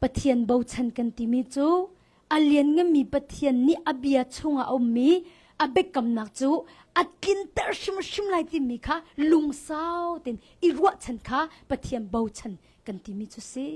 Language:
Hakha Chin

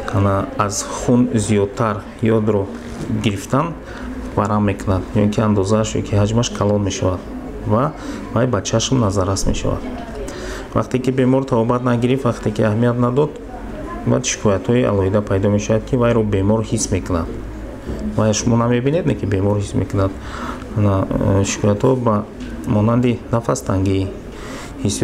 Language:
Tajik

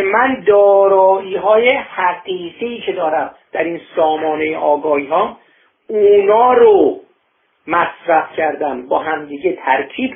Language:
Persian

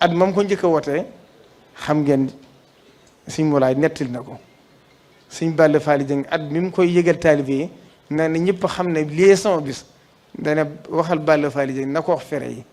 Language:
Wolof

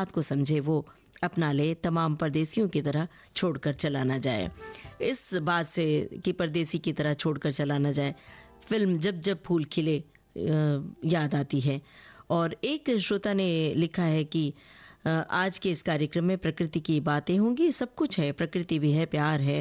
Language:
Hindi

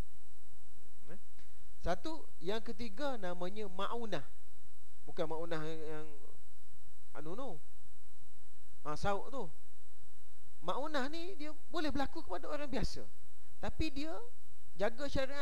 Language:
Malay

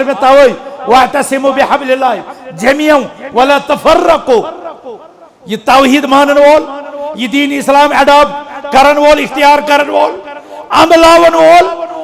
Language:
Kashmiri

